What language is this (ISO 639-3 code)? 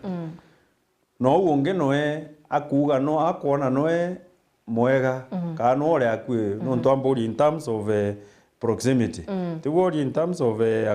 mer